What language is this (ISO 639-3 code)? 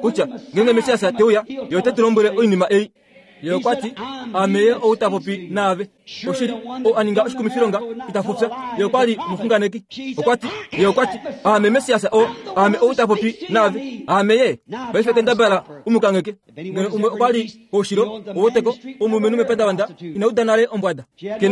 kua